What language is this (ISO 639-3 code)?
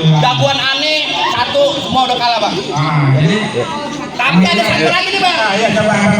bew